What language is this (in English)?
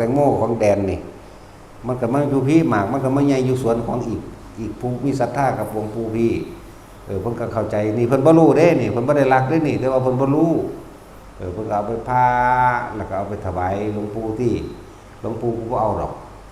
Northeastern Thai